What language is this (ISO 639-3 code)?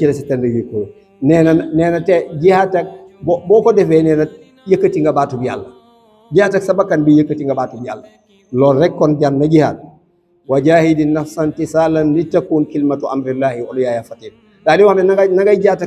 wol